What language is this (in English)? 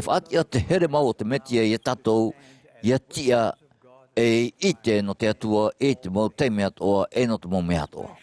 Tahitian